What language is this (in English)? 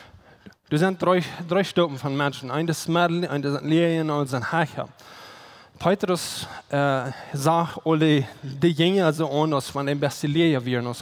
Plautdietsch